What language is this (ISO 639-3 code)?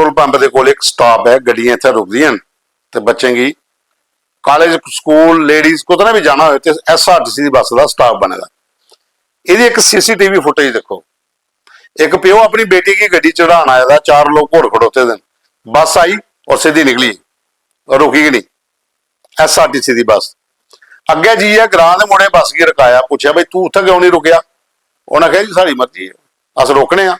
doi